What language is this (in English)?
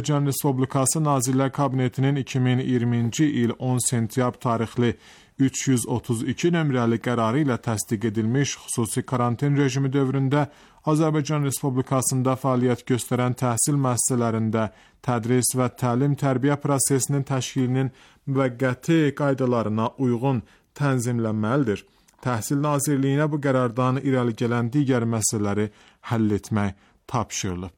Azerbaijani